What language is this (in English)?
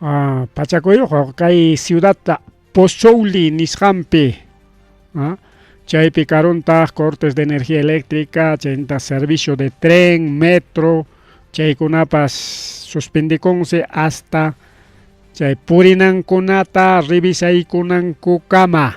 Ayacucho Quechua